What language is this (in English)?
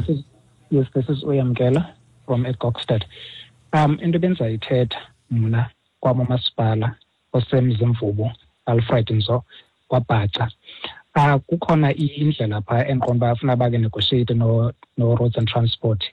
Xhosa